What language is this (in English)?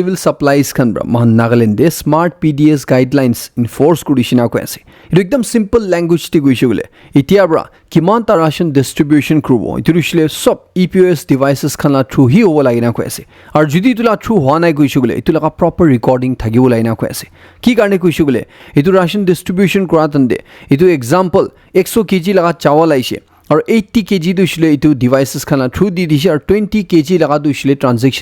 Naga Pidgin